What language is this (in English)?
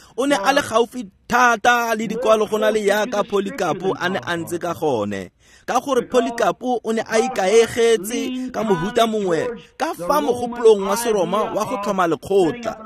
Tswana